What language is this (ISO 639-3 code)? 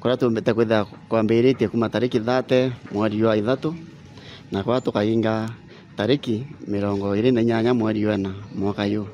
mer